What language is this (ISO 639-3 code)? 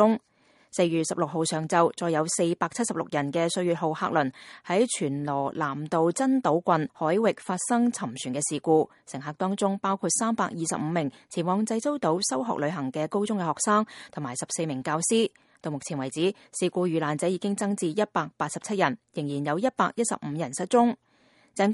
yue